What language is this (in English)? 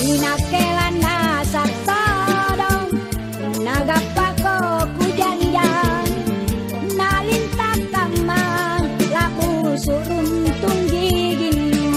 Makasar